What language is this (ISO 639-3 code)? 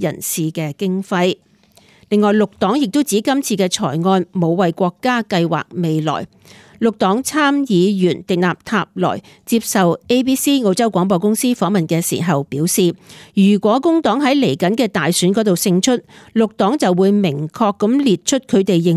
yue